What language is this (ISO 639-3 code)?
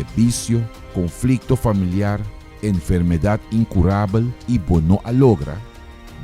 pap